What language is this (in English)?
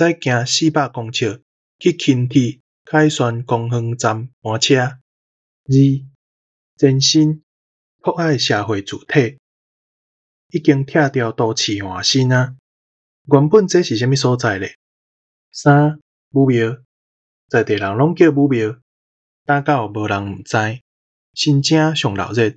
Min Nan Chinese